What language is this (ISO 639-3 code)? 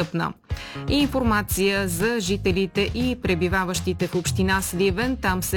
bul